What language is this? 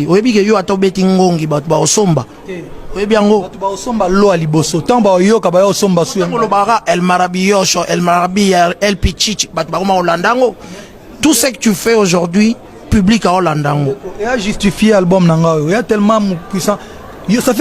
Lingala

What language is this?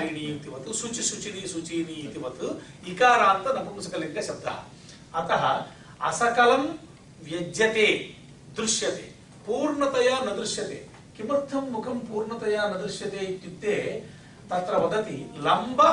Sanskrit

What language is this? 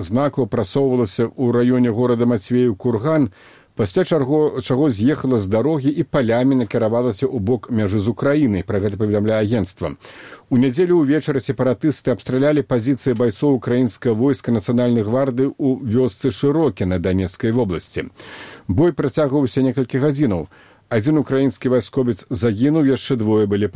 Belarusian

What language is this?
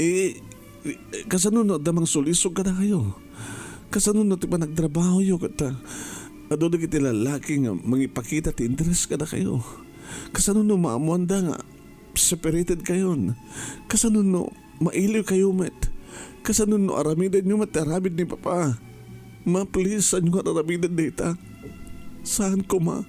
Iloko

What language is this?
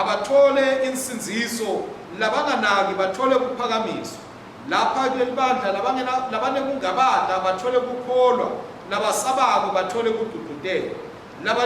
Swati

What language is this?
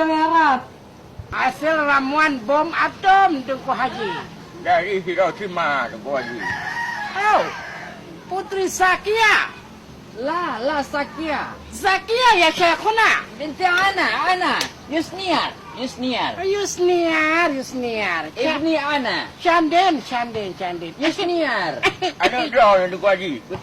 Achinese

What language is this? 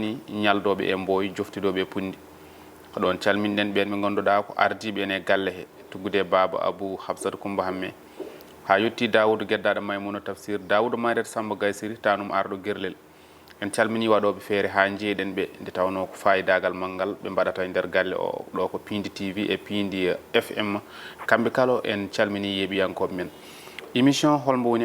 Fula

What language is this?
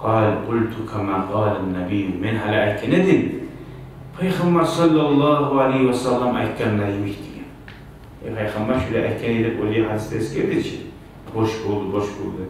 Kumyk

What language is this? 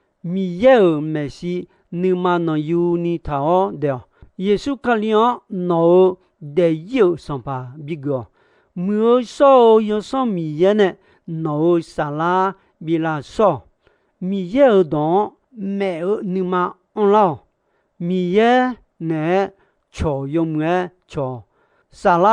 Akha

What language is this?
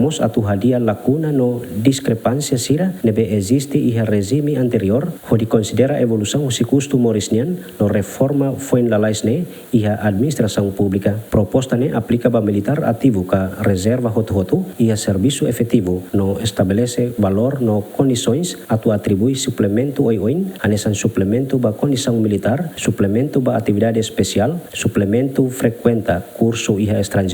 Tetum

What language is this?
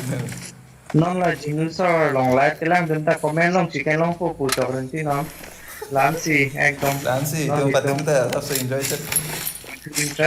Karbi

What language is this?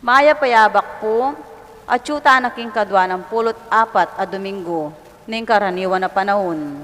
Pampanga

